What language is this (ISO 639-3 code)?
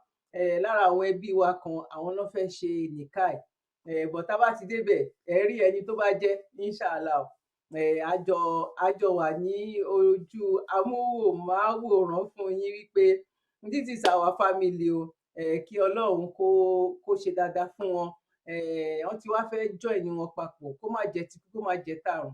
yor